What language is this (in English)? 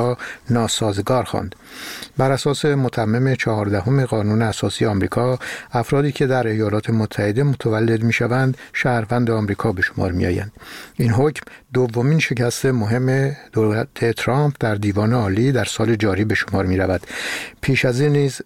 Persian